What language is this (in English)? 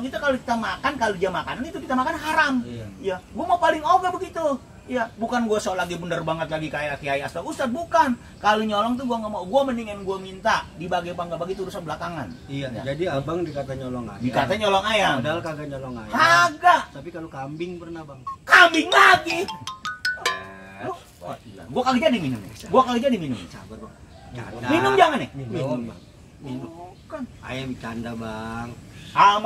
Betawi